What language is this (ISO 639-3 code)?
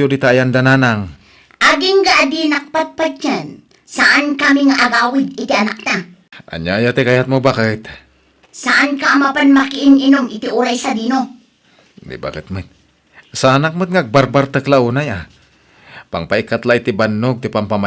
ilo